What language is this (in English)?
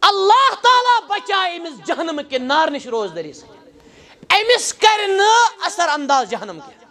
Kashmiri